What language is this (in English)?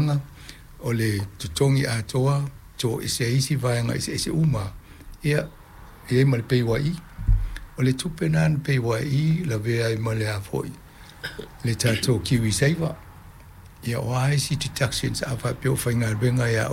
Samoan